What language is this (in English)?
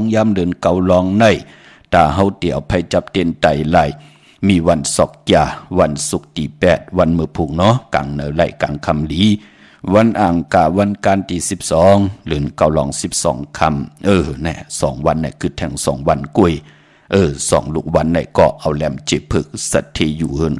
Shan